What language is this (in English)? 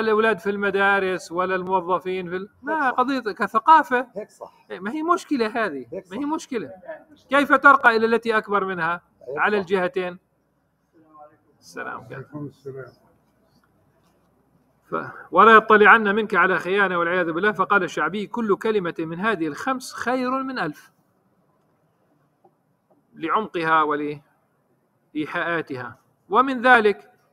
Arabic